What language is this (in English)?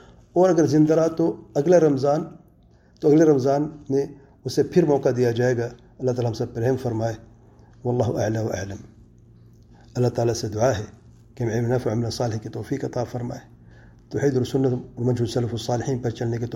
Urdu